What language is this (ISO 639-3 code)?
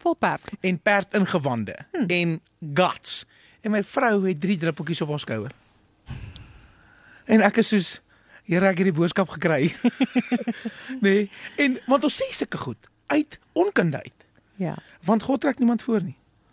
afr